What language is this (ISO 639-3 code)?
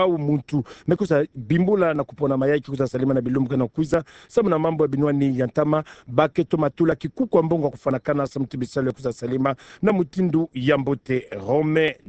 ktu